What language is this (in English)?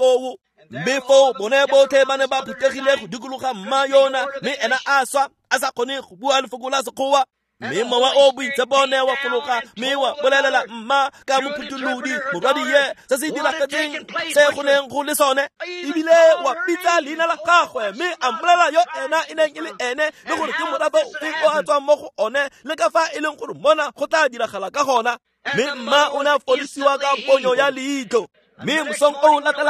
Tswana